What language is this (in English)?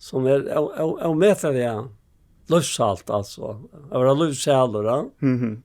Faroese